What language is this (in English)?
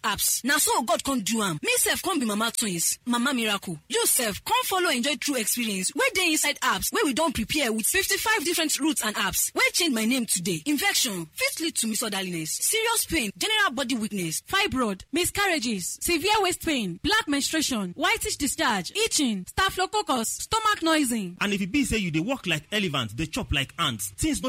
Nigerian Pidgin